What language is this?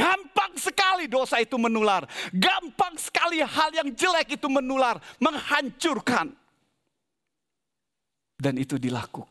Indonesian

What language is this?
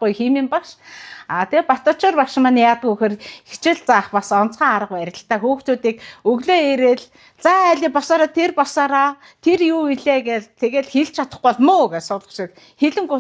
Mongolian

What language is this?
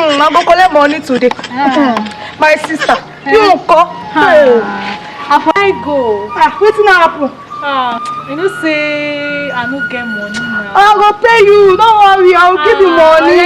Nigerian Pidgin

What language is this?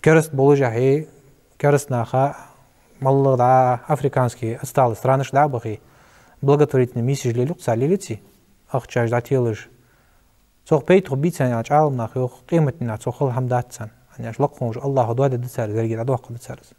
Ingush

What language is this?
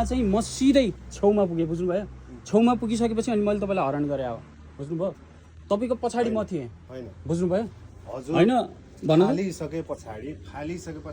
Nepali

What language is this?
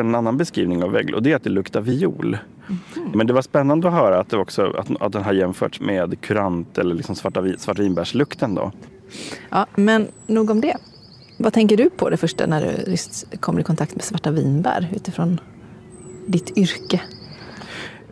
Swedish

